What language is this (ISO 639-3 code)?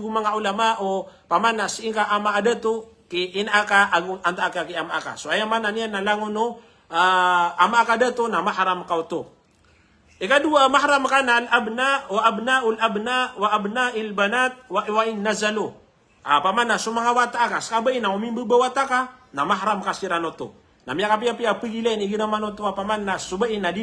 mrw